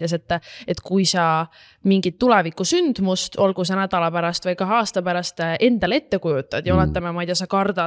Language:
Estonian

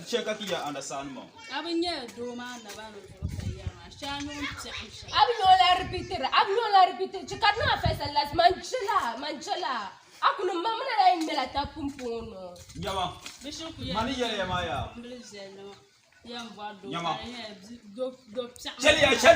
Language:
Dagbani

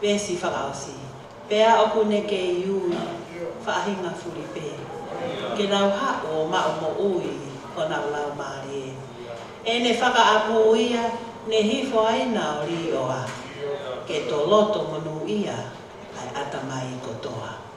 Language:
Tongan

